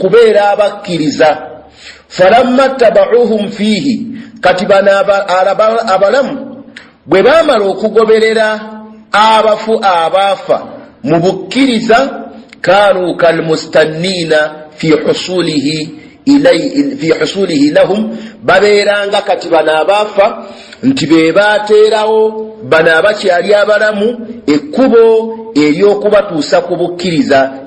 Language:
Ganda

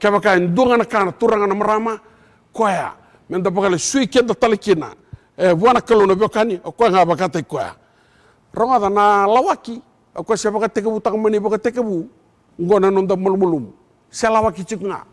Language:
Fijian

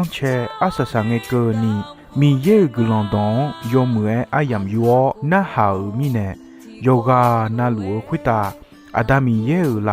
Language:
Akha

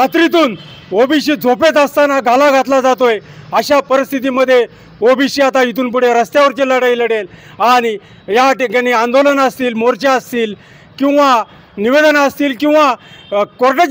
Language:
Marathi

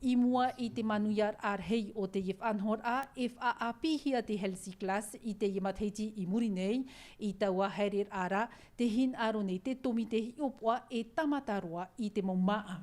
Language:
Tahitian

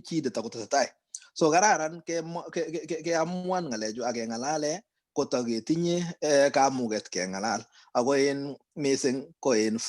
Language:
Kalenjin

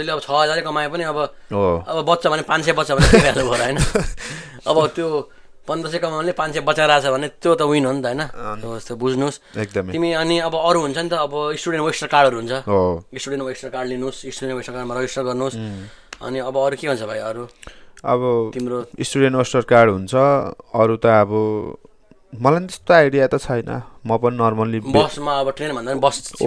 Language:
Nepali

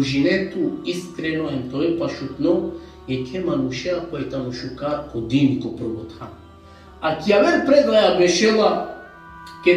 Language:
Balkan Romani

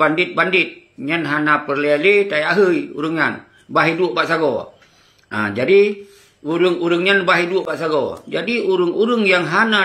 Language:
Achinese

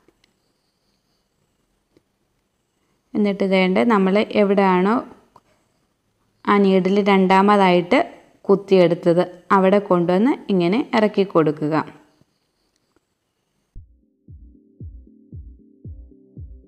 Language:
Malayalam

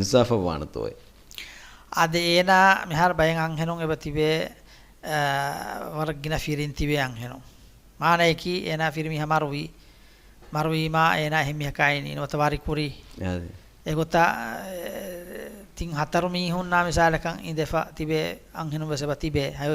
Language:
Divehi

